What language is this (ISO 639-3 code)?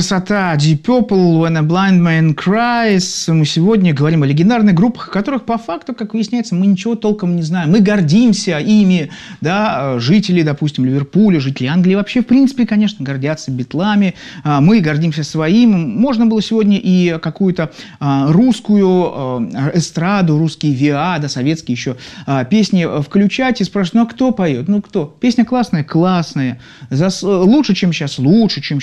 rus